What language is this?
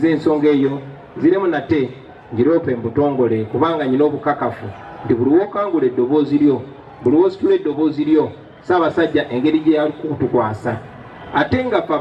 Ganda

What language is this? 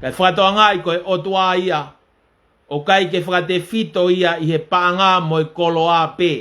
Tongan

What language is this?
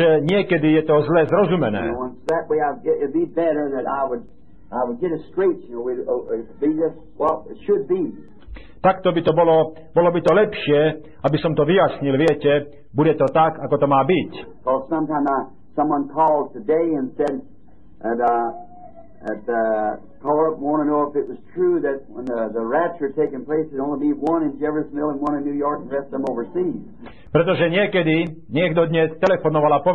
Slovak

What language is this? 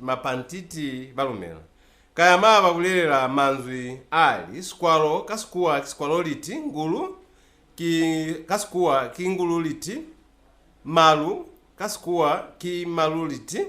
Lozi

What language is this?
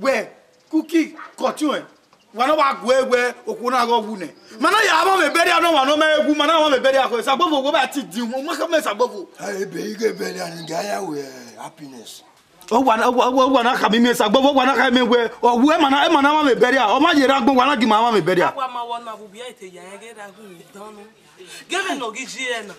Bini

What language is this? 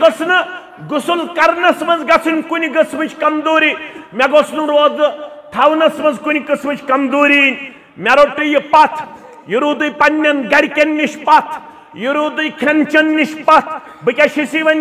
Kashmiri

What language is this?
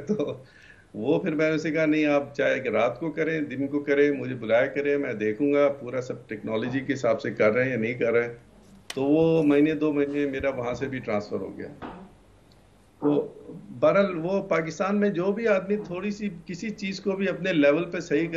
Urdu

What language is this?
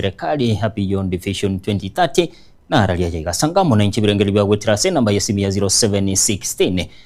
Gusii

